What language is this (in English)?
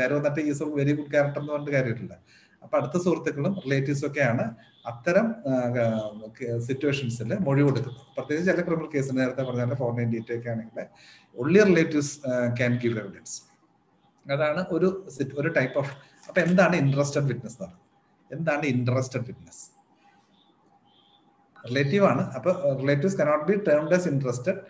Malayalam